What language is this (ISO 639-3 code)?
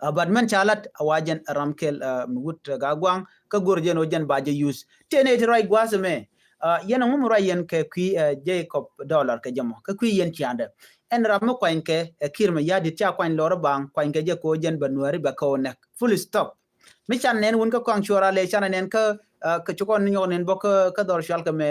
nus